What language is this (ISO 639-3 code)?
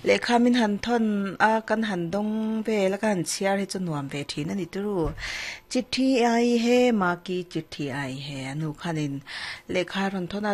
lus